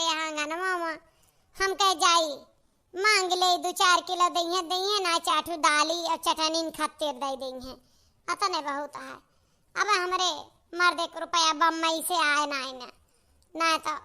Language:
Awadhi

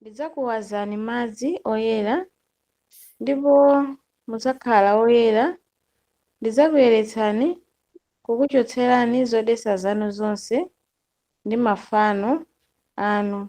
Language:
Nyanja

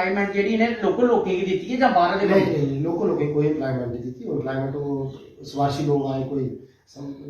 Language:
Dogri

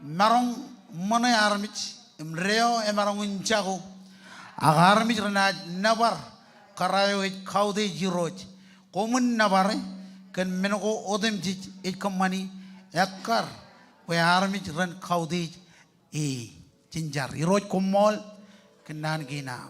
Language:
Marshallese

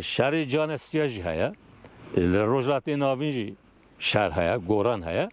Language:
Kurdish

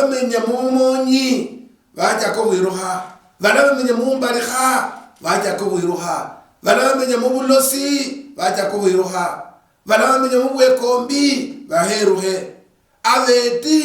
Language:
Luyia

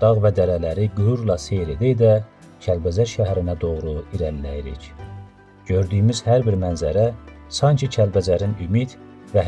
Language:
Azerbaijani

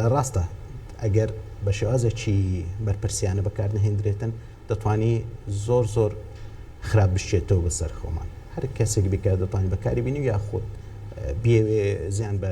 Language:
Central Kurdish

